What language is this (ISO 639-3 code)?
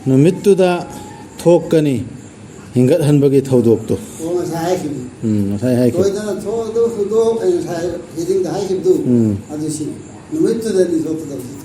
mni